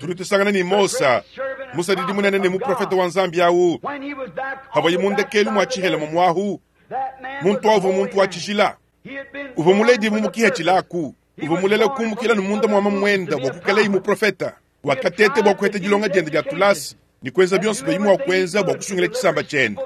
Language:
Luba-Lulua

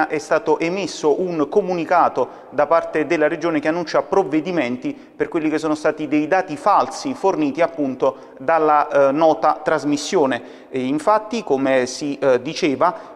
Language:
Italian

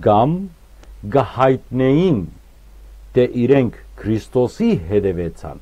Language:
Western Armenian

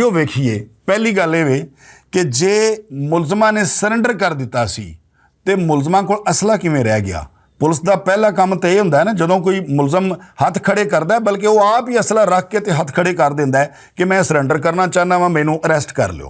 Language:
Western Panjabi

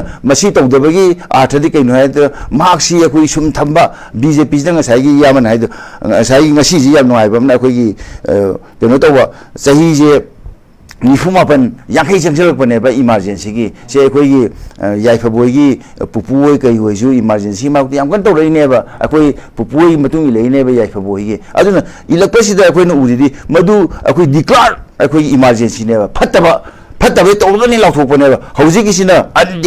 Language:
Manipuri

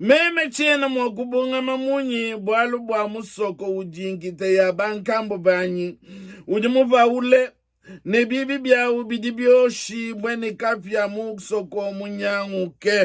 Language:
Luba-Lulua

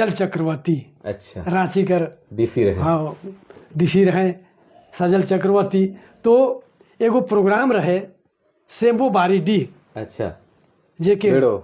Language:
Sadri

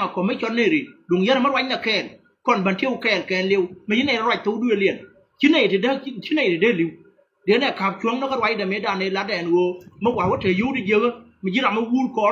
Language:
Nuer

